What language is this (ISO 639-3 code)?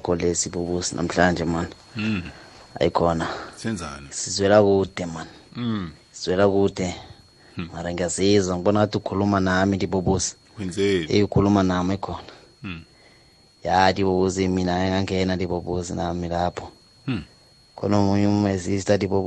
nbl